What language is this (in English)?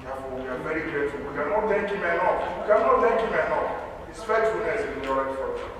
Igbo